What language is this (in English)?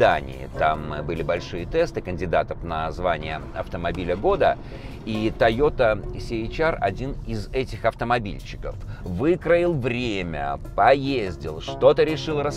Russian